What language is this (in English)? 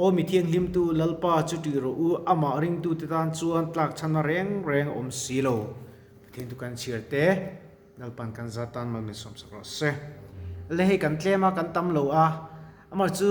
Mizo